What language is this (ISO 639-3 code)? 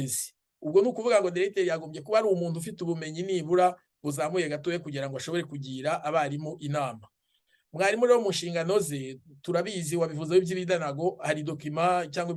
kin